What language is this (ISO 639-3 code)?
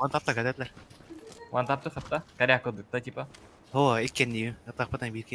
sah